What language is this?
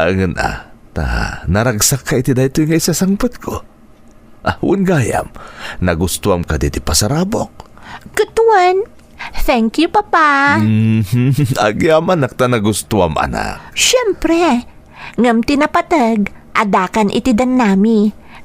Iloko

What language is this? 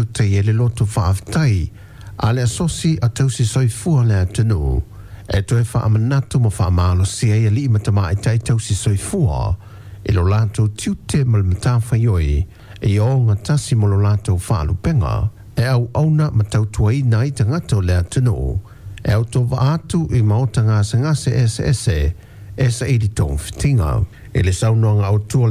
Samoan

